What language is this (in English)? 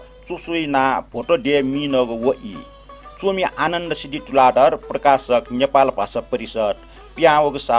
Newari